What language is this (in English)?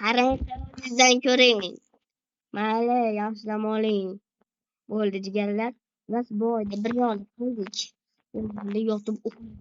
Uzbek